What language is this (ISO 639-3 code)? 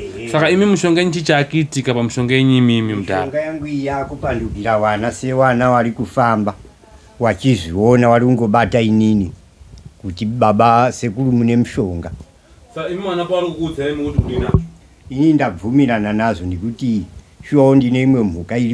sna